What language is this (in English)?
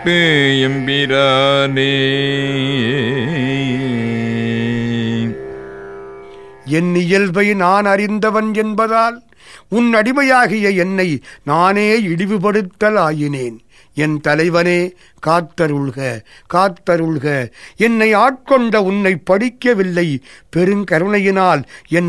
Tamil